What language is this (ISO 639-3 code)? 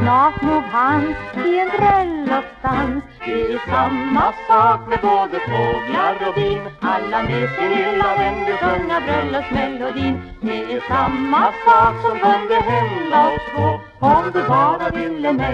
swe